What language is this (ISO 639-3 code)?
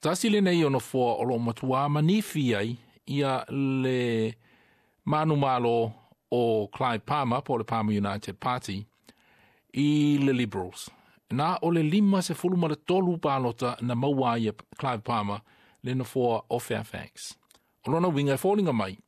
smo